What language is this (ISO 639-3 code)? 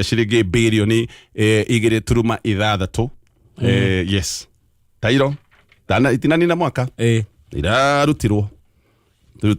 kik